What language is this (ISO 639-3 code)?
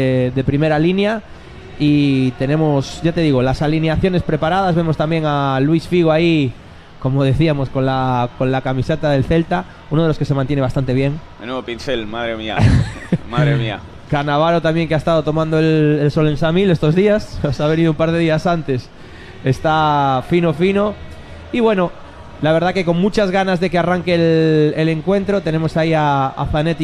spa